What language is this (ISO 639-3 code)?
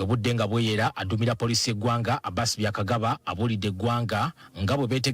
lug